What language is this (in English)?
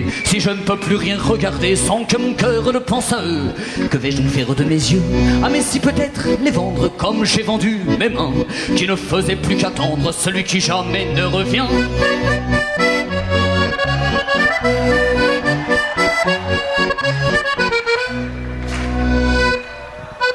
French